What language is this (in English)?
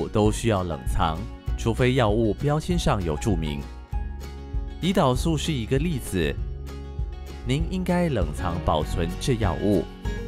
Chinese